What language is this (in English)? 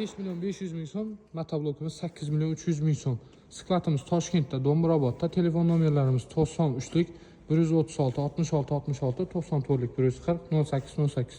Uzbek